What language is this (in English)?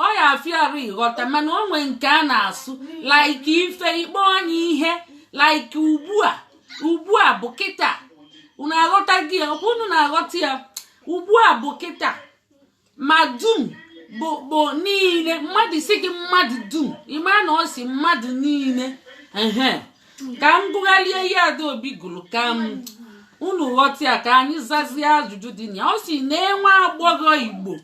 Igbo